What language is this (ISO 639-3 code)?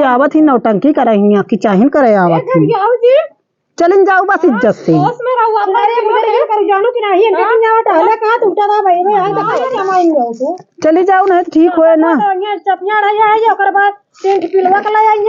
awa